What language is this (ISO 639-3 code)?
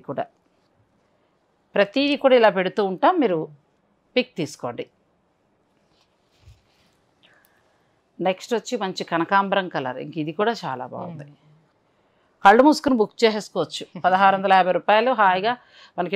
tel